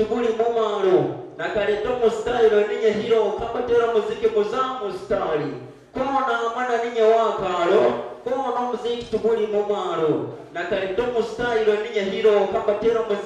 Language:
Nyankole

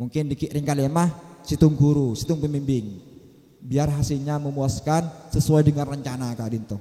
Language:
Madurese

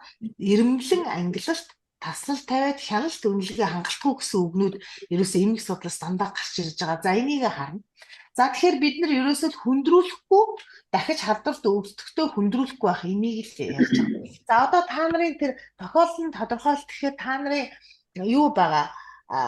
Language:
Mongolian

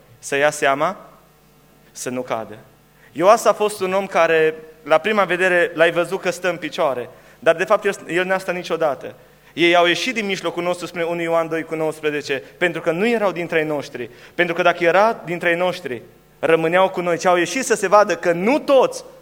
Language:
Romanian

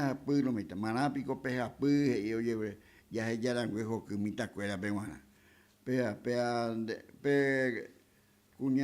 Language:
Guarani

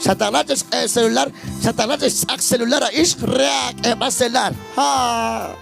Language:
Kekchí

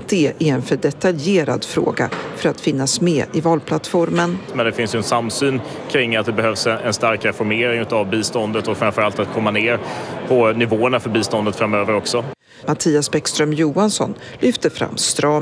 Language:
Swedish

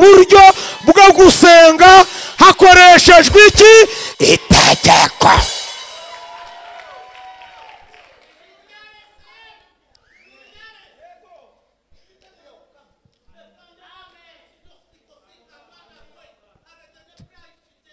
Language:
Kinyarwanda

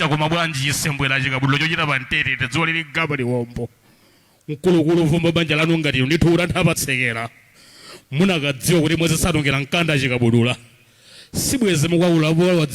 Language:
Nyanja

